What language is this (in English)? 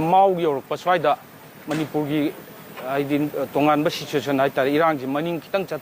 Manipuri